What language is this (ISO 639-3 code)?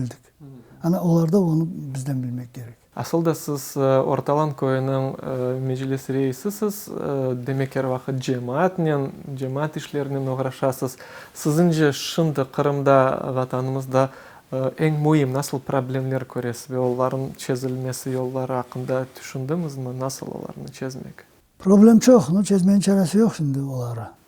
crh